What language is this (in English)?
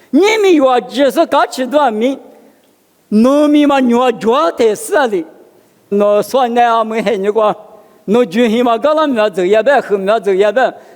Lisu